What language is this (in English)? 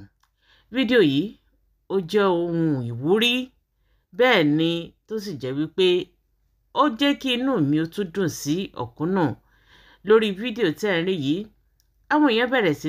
Yoruba